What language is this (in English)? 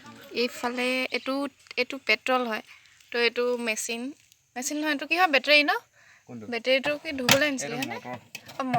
Assamese